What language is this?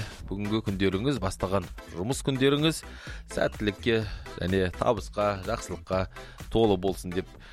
Kazakh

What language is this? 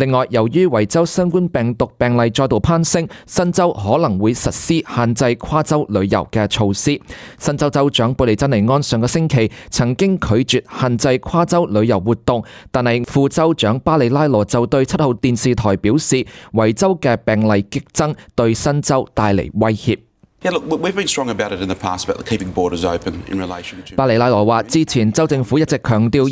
Cantonese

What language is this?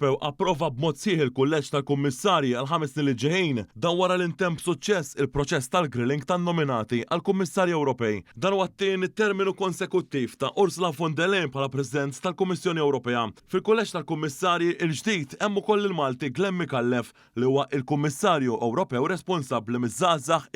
Maltese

